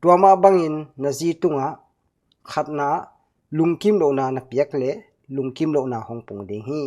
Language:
Tedim Chin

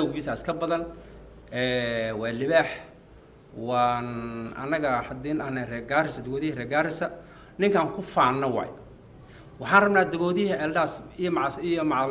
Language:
Somali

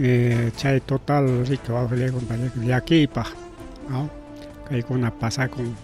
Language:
Ayacucho Quechua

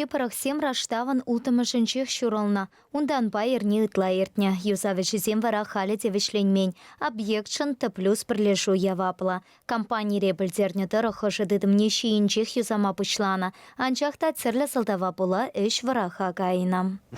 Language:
Chuvash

